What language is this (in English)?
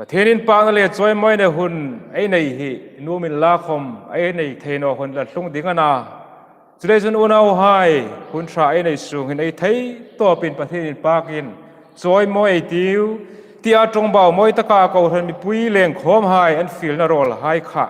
Hmar